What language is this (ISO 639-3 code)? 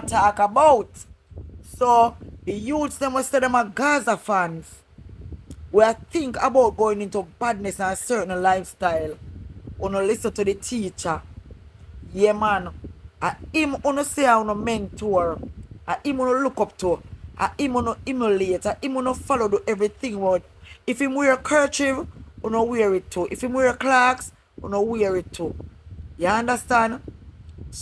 jam